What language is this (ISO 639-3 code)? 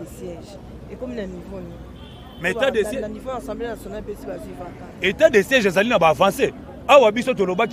lin